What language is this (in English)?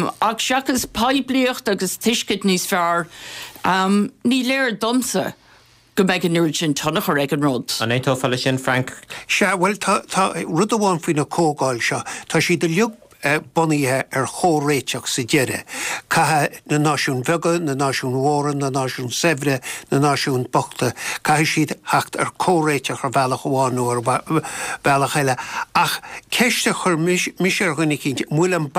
Irish